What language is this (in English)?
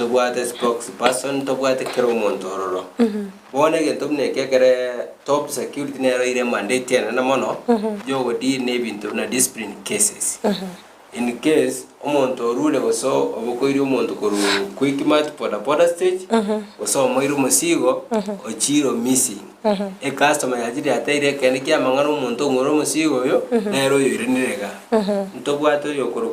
Gusii